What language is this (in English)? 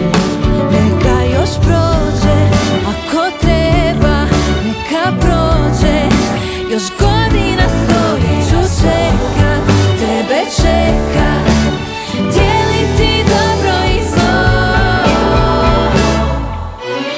Croatian